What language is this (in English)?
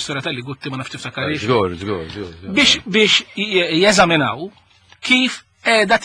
Maltese